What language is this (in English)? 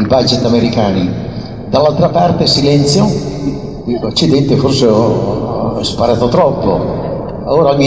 Italian